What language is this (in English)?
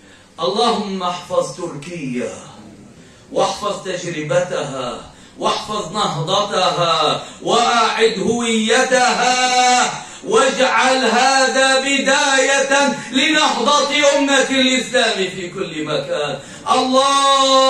Arabic